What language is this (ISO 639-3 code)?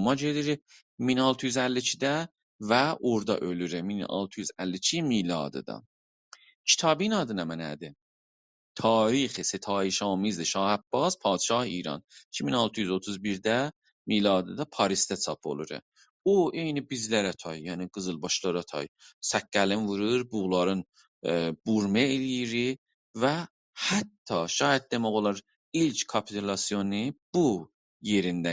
azb